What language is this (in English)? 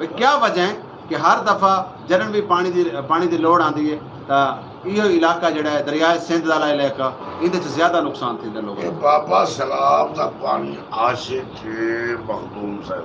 Saraiki